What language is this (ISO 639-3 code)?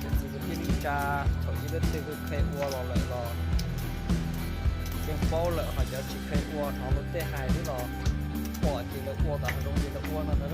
hmn